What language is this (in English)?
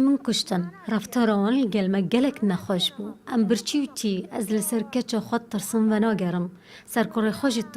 Kurdish